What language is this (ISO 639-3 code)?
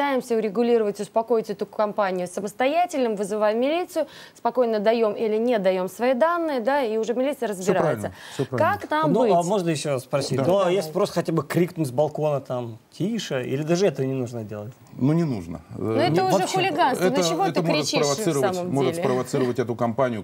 rus